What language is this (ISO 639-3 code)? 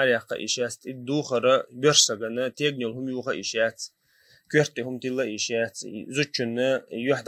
che